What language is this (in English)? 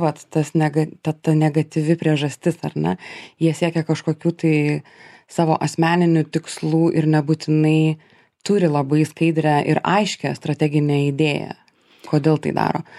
Lithuanian